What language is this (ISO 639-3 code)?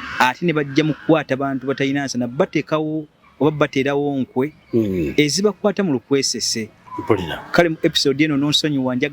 lug